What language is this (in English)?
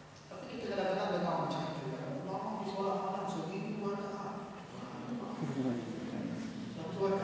Malay